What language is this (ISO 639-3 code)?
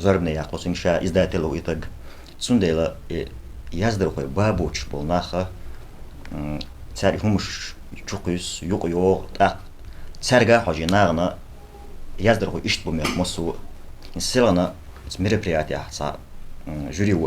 che